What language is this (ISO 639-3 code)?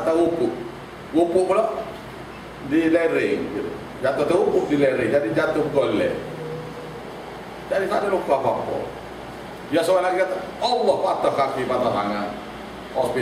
msa